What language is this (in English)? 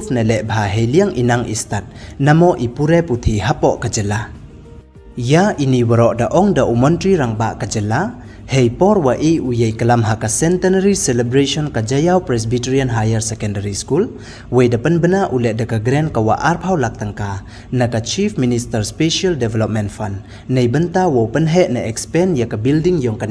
Pnar